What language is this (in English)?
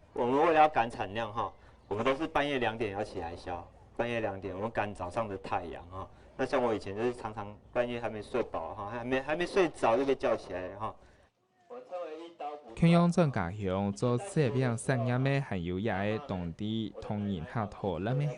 Hakka Chinese